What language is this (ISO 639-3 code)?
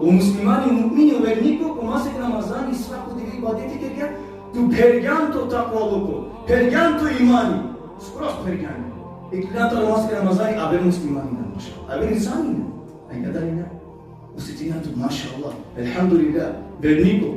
rmn